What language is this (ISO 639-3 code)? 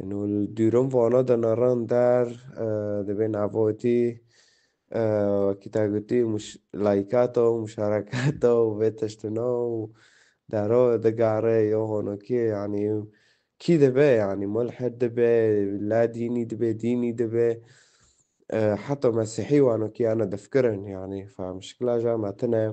kur